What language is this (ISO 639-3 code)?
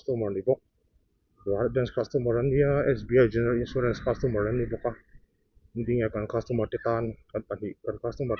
lus